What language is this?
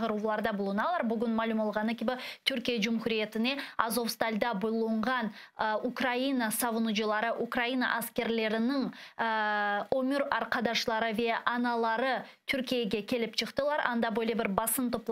Crimean Tatar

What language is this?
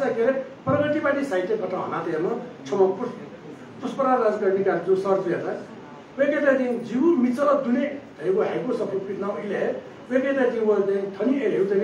Newari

